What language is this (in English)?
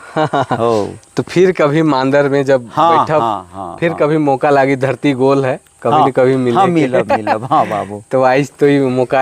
Sadri